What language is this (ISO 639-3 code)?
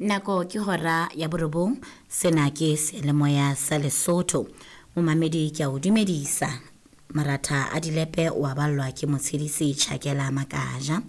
sot